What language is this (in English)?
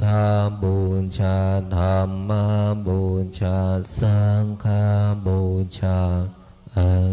Pali